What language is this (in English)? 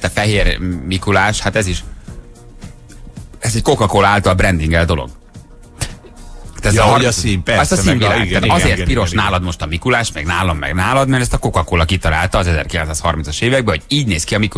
Hungarian